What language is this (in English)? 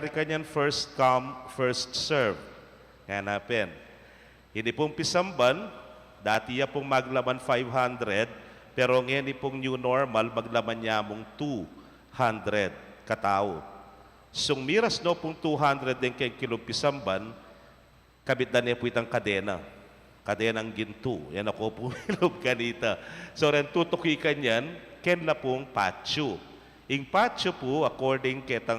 Pampanga